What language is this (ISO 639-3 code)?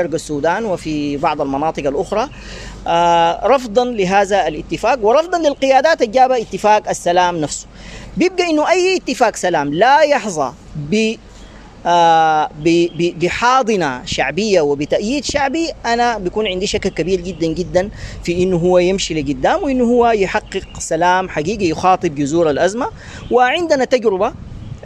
apd